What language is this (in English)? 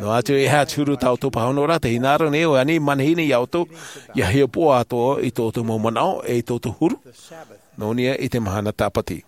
Tahitian